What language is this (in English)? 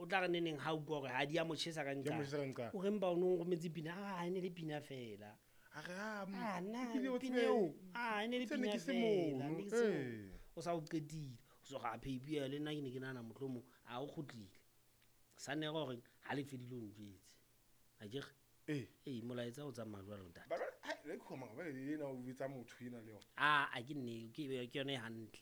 Southern Sotho